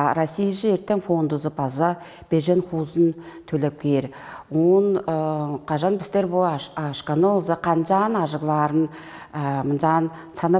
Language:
Tuvinian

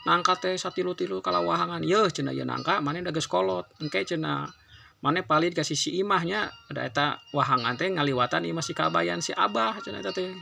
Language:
Sundanese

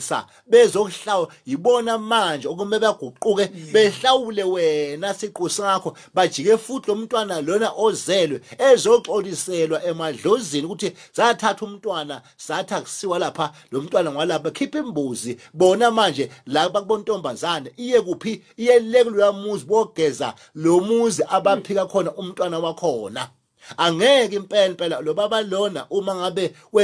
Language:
Zulu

